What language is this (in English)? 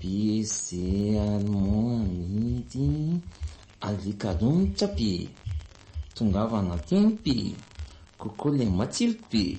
Malagasy